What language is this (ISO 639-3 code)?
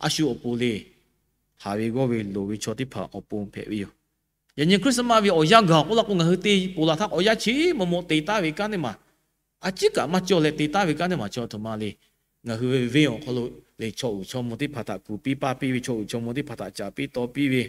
lhu